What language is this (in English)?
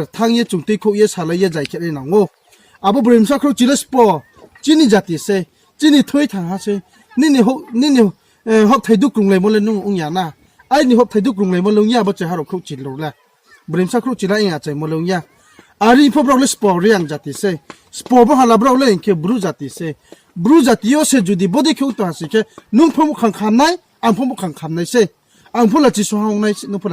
Riang (India)